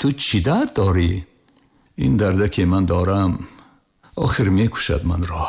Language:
Tajik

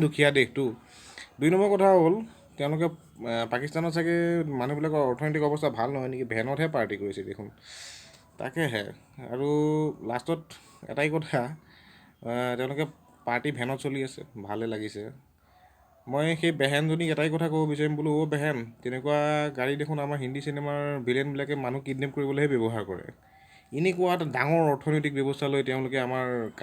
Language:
Assamese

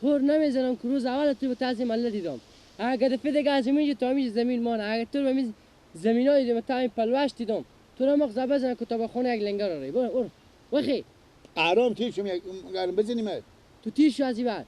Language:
Persian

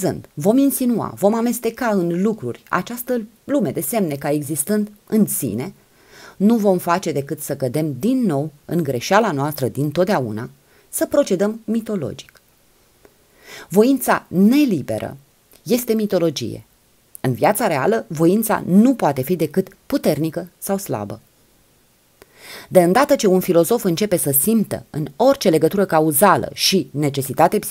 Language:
Romanian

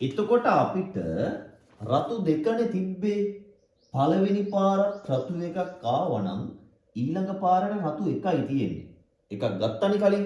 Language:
Sinhala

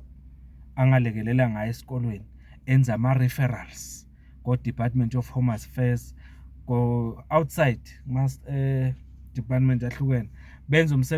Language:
Zulu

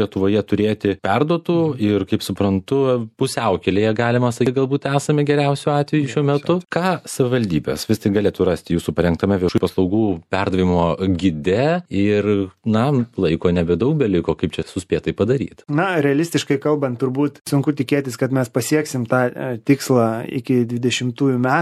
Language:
Lithuanian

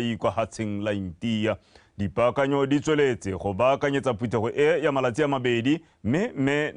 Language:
Tswana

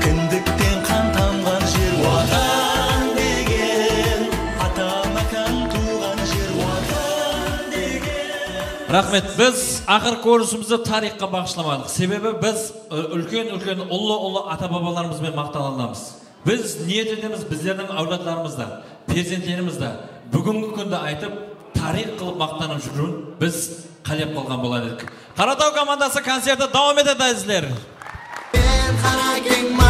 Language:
Kara-Kalpak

